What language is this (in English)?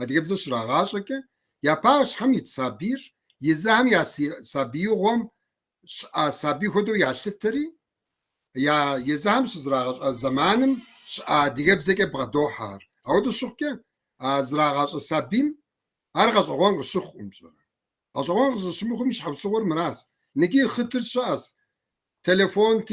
Kabardian